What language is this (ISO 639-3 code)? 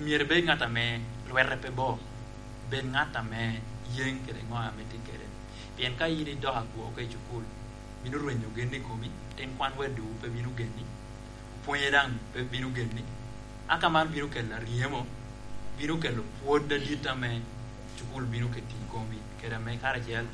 laj